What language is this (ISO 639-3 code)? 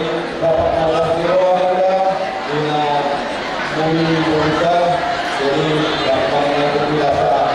bbc